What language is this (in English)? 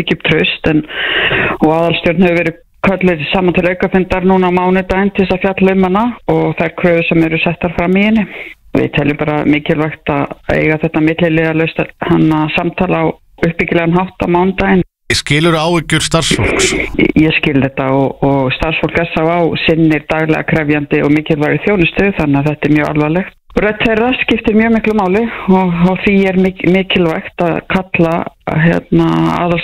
Icelandic